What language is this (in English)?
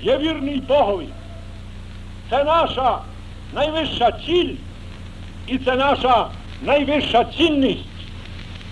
Ukrainian